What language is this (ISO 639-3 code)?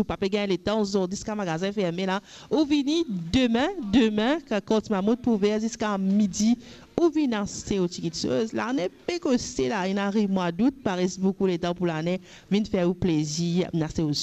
mfe